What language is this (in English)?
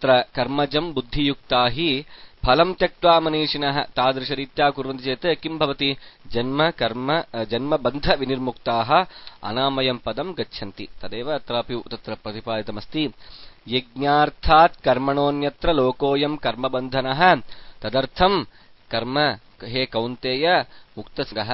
Sanskrit